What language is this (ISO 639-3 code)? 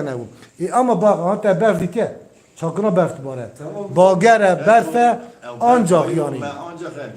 kur